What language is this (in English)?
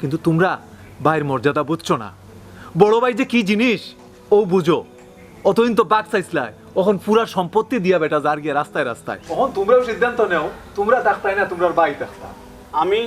Sylheti